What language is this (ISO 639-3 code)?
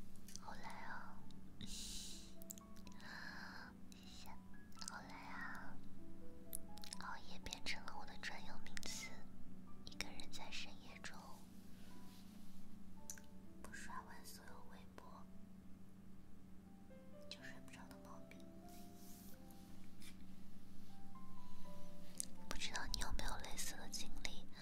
zho